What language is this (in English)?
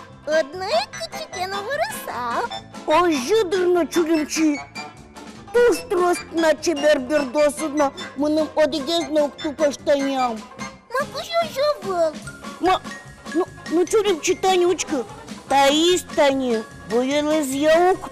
Udmurt